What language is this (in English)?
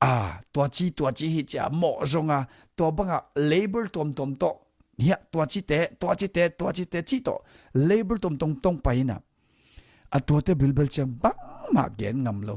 Tedim Chin